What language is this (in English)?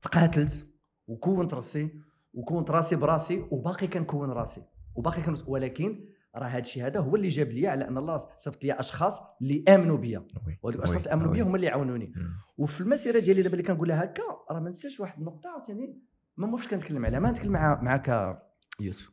Moroccan Arabic